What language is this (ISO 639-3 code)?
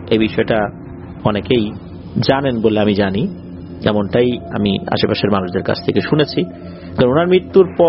ben